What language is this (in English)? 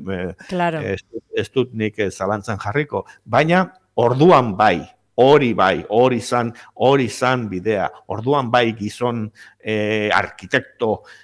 Basque